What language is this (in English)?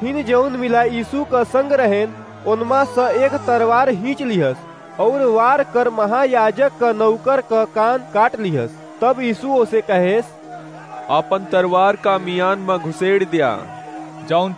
Awadhi